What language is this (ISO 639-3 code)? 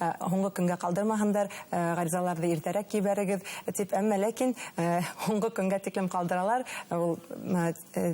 bak